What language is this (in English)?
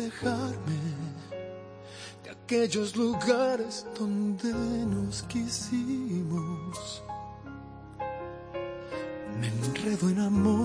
Spanish